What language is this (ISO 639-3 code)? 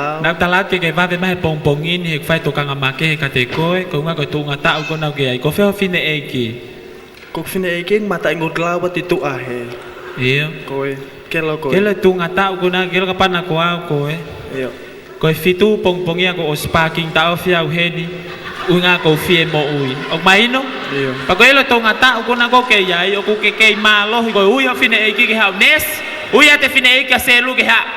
ton